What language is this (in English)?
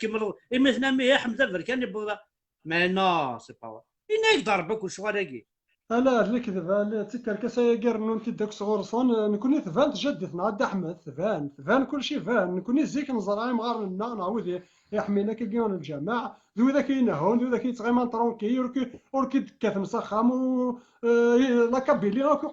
Kabyle